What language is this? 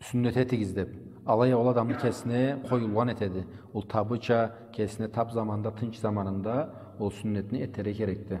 Karachay-Balkar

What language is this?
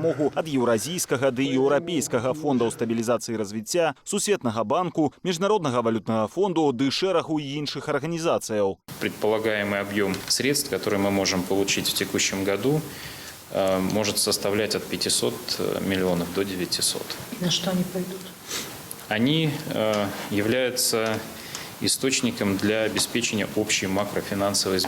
Belarusian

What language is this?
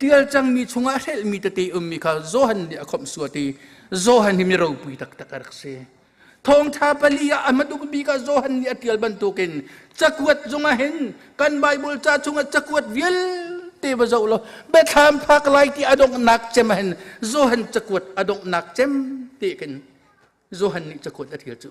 Hakha Chin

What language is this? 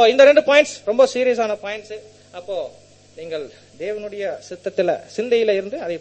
Tamil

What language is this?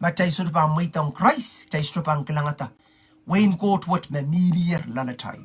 Pohnpeian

